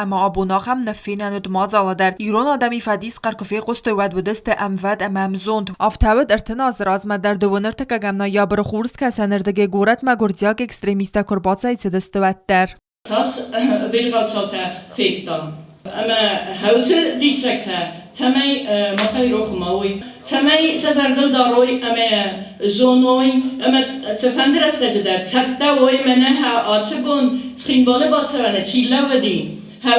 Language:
Ossetic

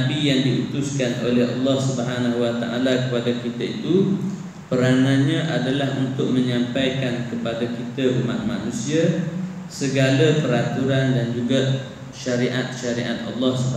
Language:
Malay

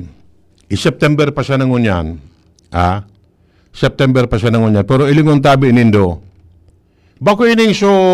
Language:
Bikol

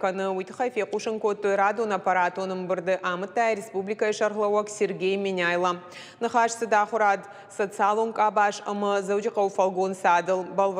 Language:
Ossetic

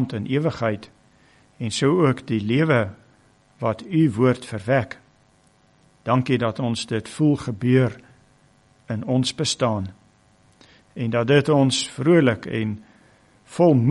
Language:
Afrikaans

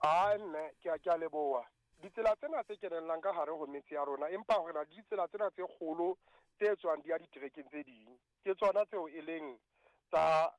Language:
Southern Sotho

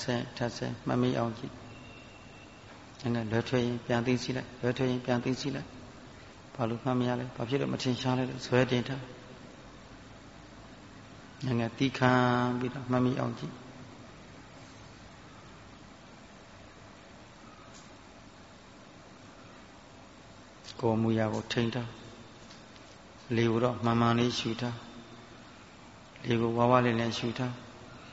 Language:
Burmese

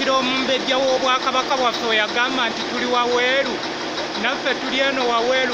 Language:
Ganda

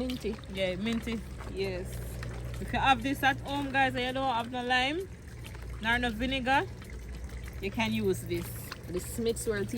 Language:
Jamaican Creole English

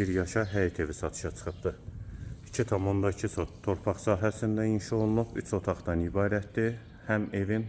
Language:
Azerbaijani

